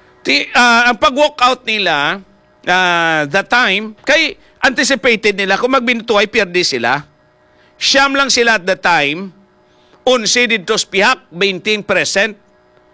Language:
Hiligaynon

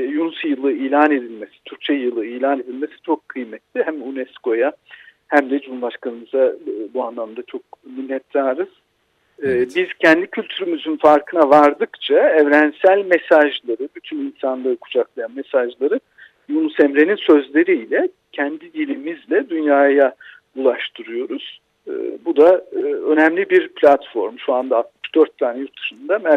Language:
Turkish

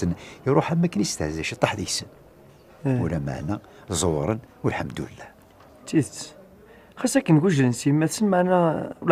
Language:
Kabyle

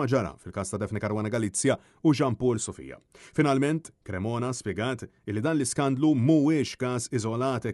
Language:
Maltese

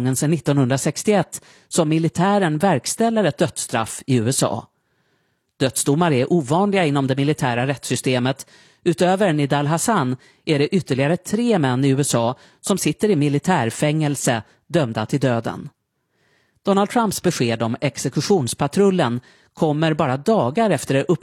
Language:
Swedish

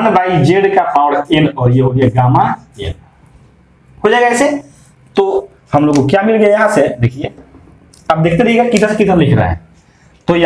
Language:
Hindi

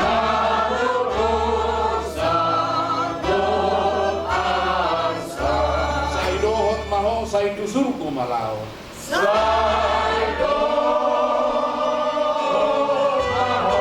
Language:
Batak Toba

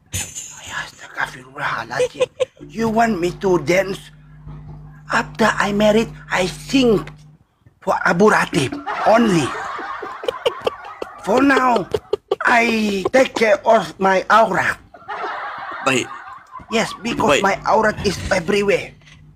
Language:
Malay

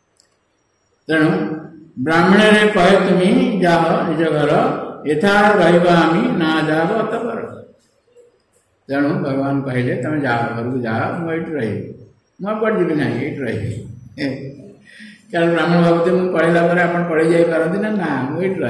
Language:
Odia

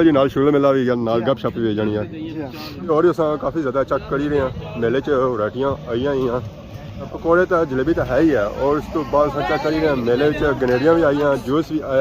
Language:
Pahari-Potwari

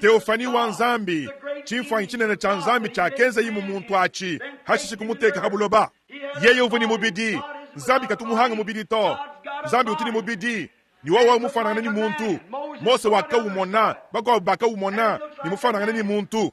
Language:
Luba-Lulua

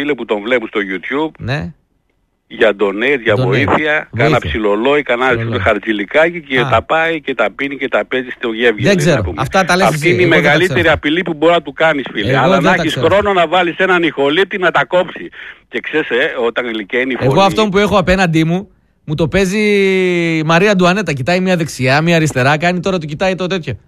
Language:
Greek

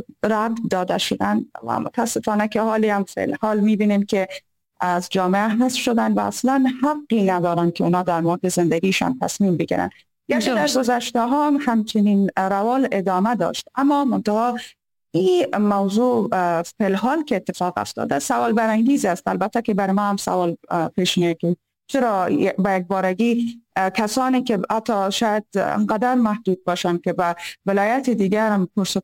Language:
Persian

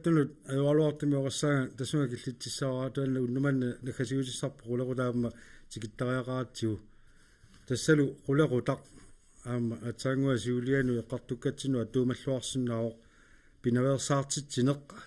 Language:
Kalaallisut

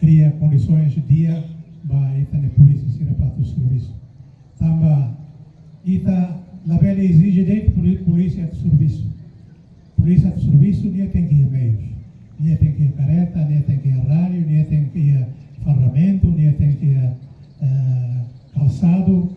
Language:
Tetum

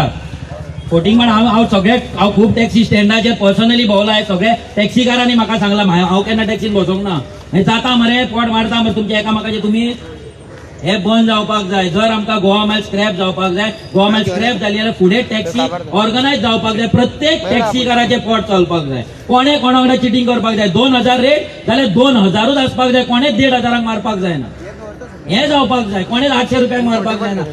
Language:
Konkani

